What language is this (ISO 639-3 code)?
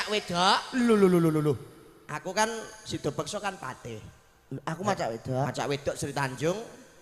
jav